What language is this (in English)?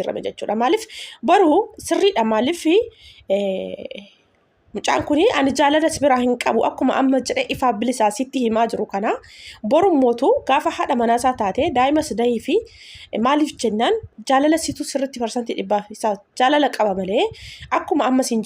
Oromo